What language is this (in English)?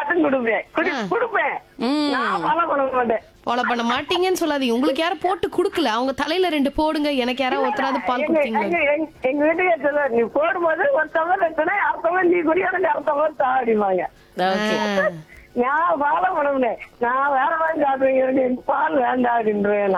Tamil